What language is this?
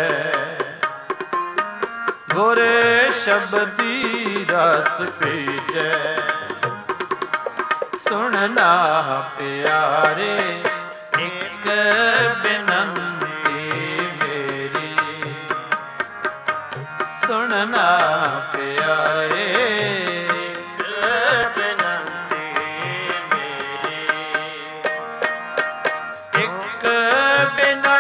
Punjabi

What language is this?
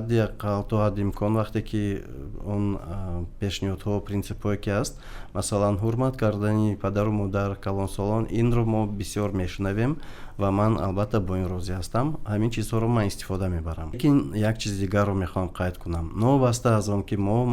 Tajik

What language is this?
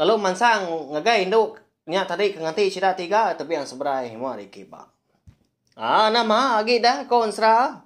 Iban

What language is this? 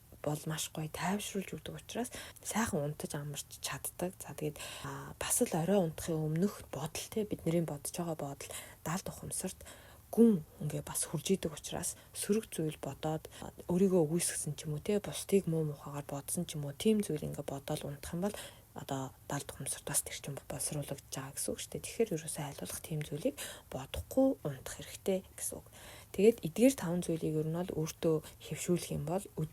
Mongolian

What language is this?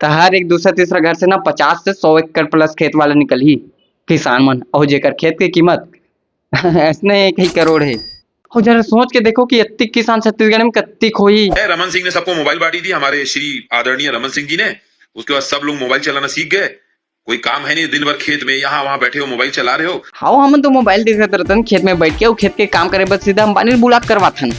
Chhattisgarhi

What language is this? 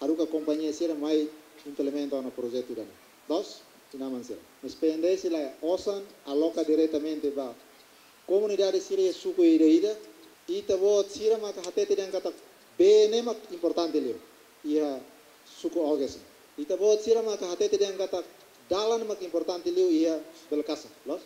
Tetum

